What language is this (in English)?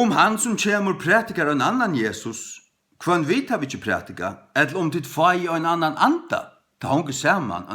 Faroese